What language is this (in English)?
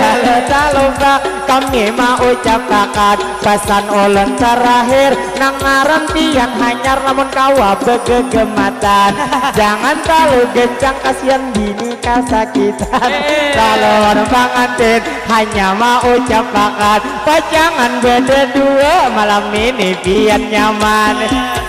Banjar